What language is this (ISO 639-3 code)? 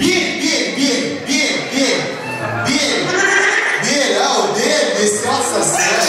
kaa